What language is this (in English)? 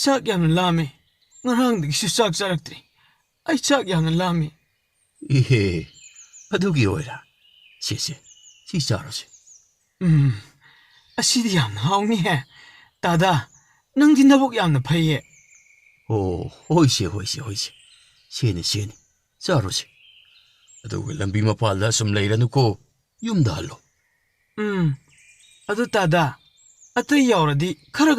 Manipuri